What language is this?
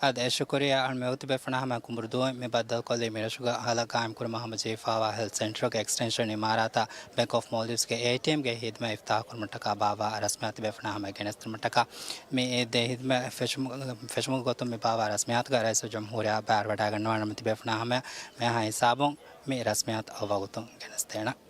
Divehi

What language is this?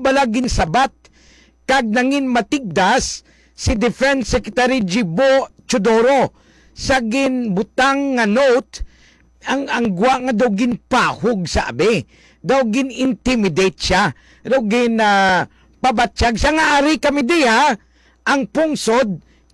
Hiligaynon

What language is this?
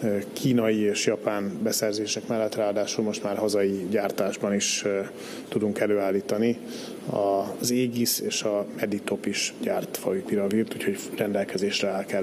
Hungarian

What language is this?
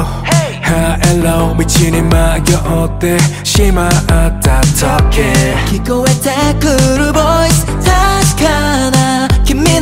Japanese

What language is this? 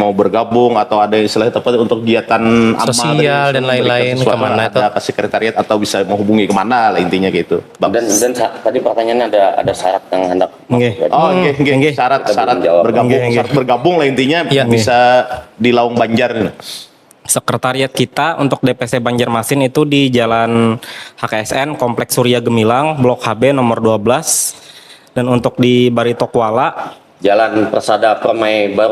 Banjar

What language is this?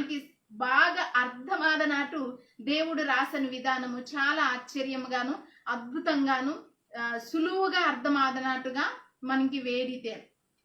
Koya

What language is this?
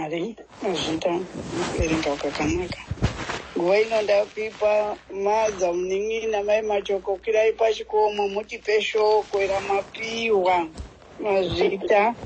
Shona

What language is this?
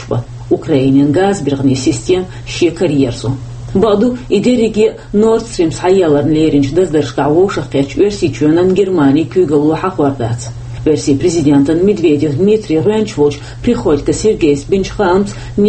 Chechen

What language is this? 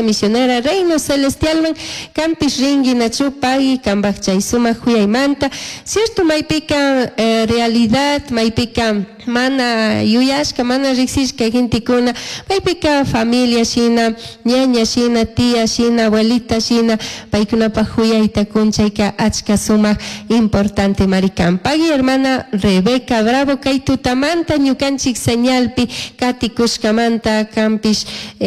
Chimborazo Highland Quichua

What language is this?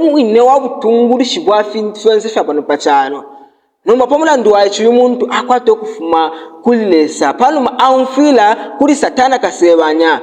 Bemba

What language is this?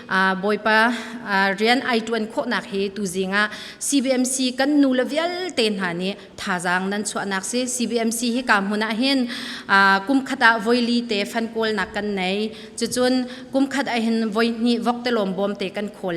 Hakha Chin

